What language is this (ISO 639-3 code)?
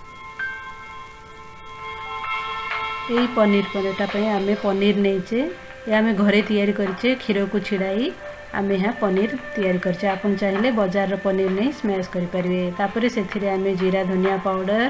ori